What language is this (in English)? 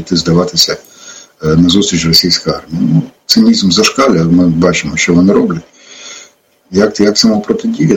Ukrainian